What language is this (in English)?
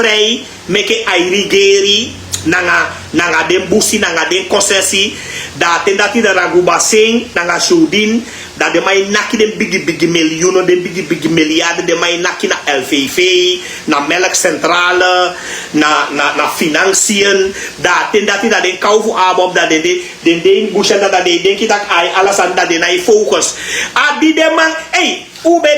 Sranan Tongo